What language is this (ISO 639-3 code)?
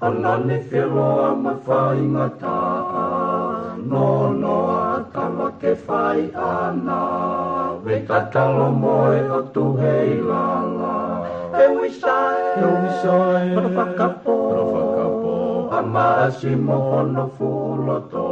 ton